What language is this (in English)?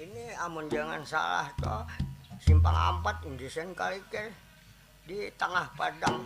Banjar